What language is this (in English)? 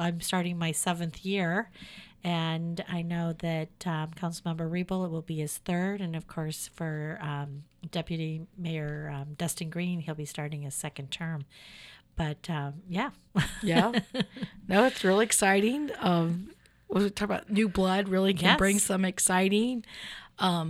English